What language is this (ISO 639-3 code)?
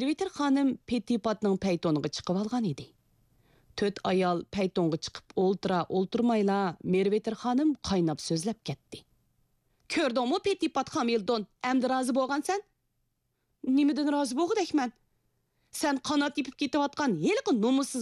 uig